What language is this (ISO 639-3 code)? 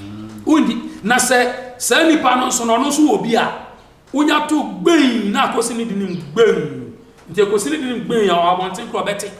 aka